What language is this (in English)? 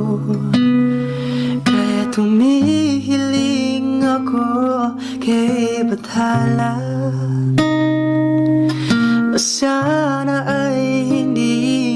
Filipino